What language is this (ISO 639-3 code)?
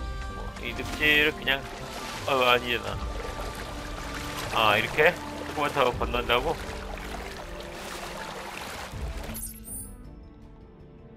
kor